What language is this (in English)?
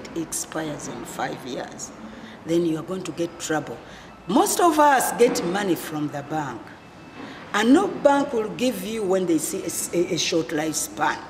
Nyankole